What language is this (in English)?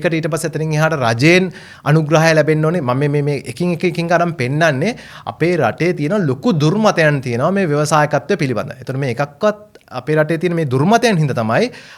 Sinhala